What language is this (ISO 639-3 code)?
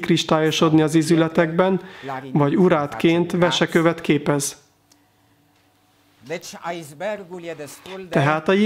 hun